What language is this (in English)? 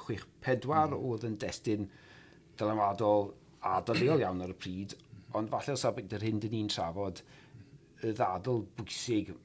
Welsh